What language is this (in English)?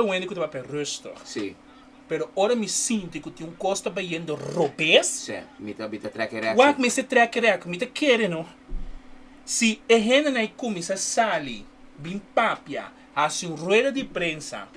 Papiamento